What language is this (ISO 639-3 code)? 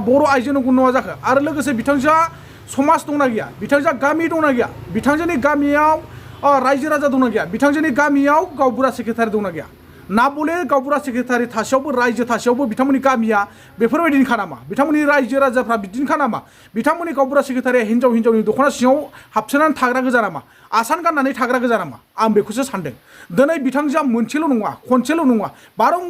brx